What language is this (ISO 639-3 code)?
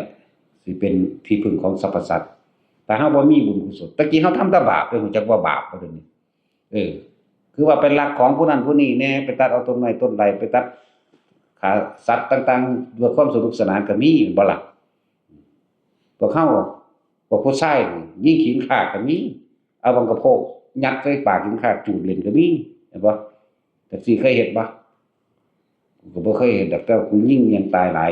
tts